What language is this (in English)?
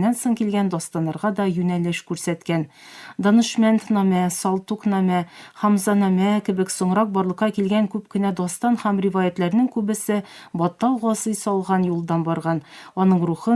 Tatar